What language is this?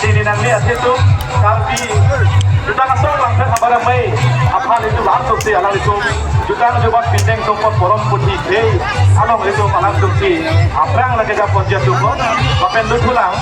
Karbi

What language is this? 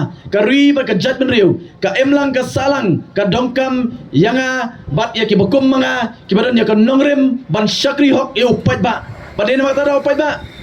Khasi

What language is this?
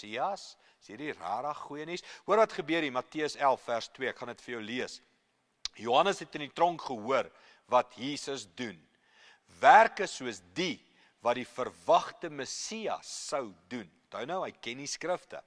Afrikaans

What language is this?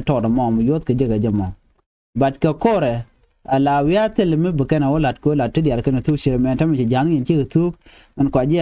Nuer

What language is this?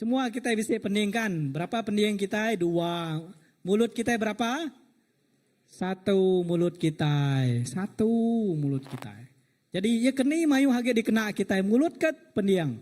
Iban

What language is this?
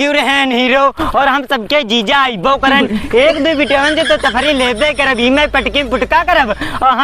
Awadhi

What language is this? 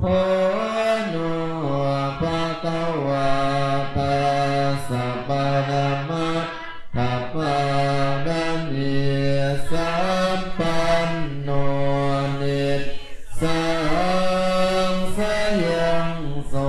Pali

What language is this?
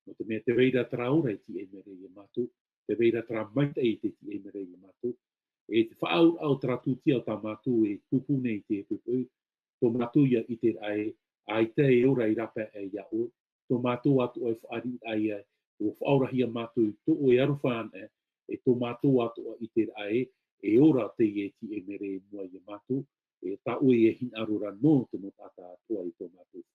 Tahitian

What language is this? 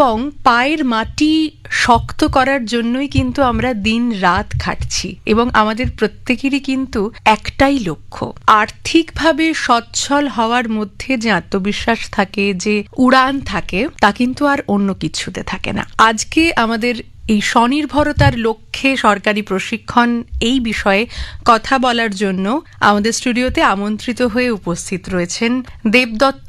Bangla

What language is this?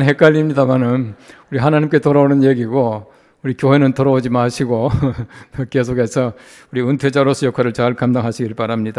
Korean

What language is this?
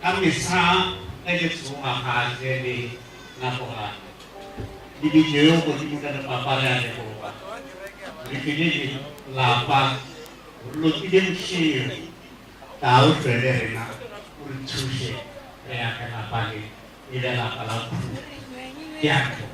Northern Sotho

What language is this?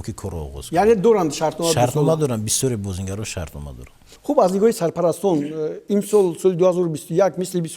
Tajik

